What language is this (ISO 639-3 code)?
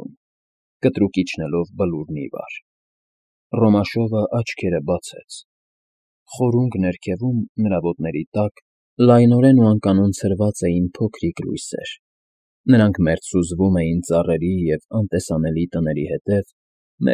hye